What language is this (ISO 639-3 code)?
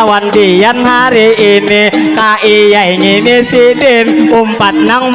bjn